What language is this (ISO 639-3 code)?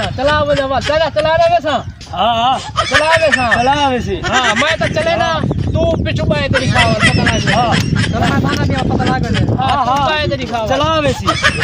skr